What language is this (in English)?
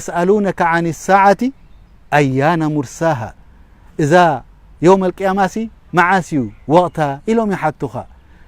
Tigrinya